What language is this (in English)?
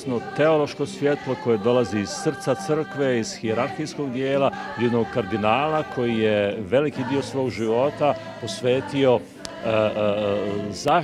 Croatian